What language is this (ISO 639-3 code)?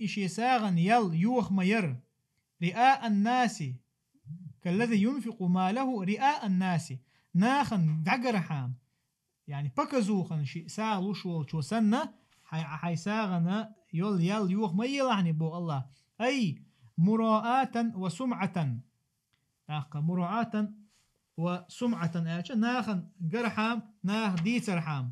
che